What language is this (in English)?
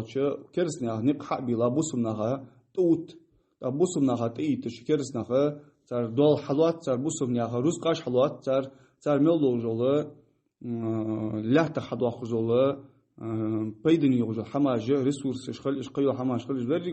Ingush